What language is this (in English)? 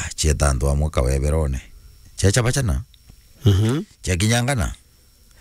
Meru